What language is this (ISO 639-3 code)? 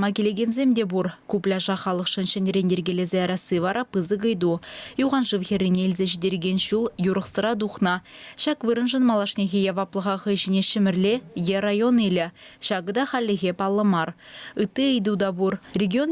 chv